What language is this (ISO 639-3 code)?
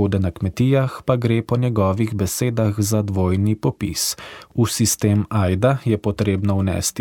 slv